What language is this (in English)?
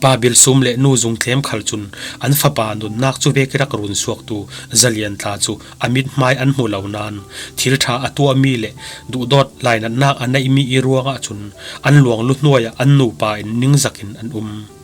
Falam Chin